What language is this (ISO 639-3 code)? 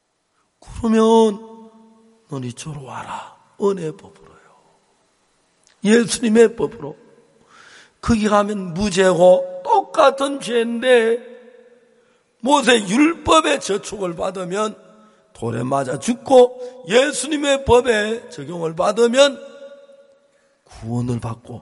kor